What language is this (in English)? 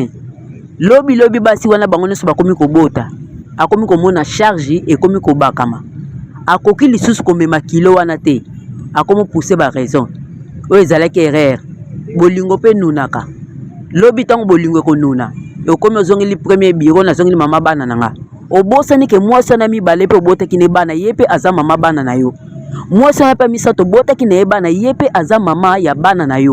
Lingala